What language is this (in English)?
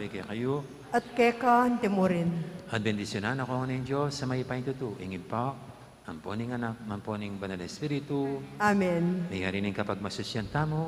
Pampanga